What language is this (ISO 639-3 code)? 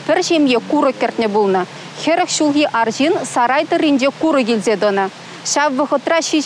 chv